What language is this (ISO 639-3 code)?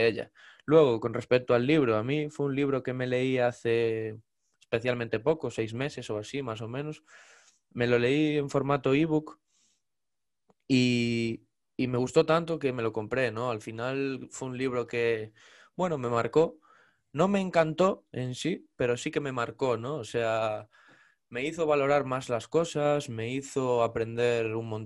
spa